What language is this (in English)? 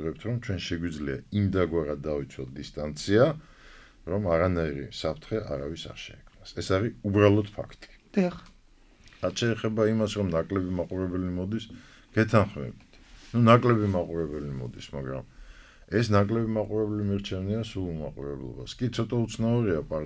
Georgian